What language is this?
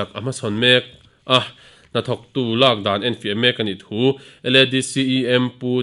Mizo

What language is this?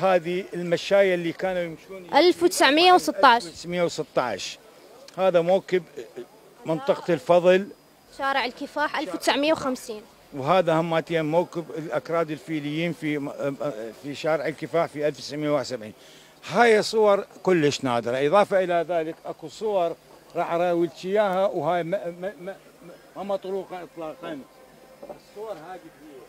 Mesopotamian Arabic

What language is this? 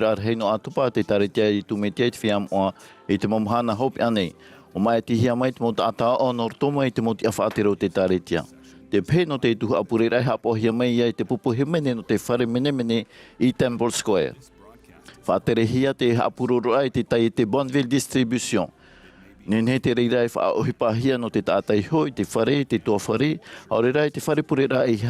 Tahitian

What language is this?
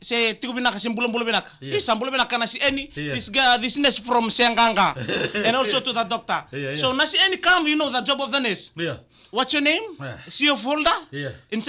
Fijian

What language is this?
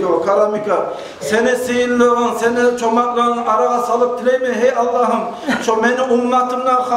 Kumyk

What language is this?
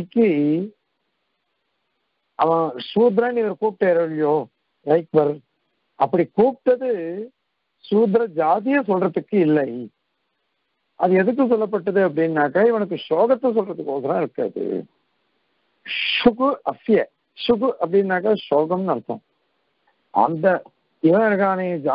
Tamil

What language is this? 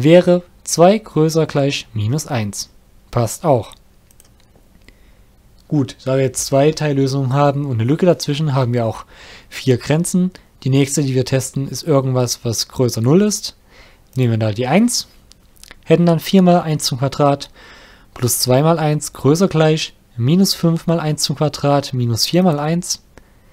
German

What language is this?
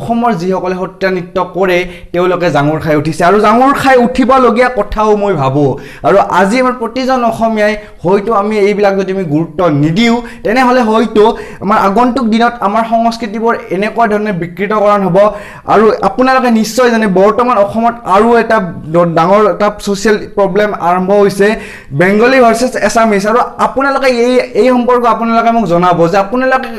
Assamese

